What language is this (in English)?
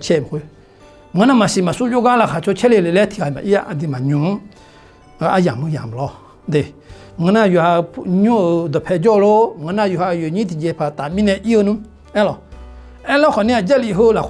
Akha